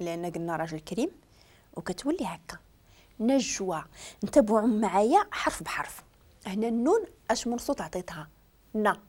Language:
Moroccan Arabic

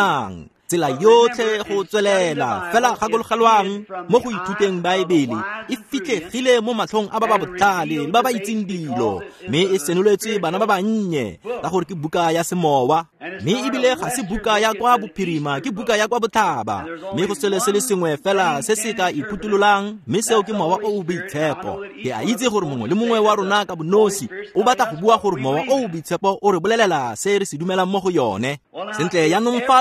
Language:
Tswana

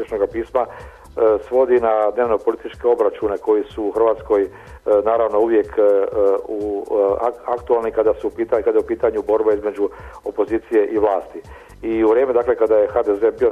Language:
Croatian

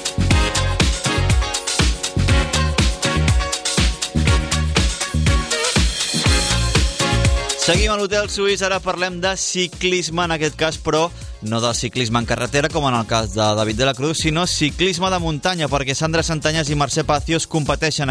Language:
Catalan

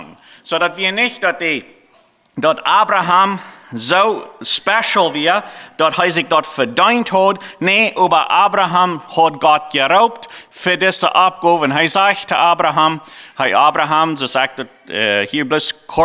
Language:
Plautdietsch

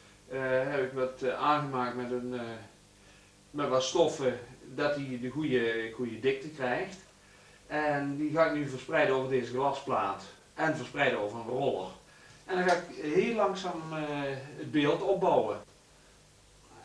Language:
Dutch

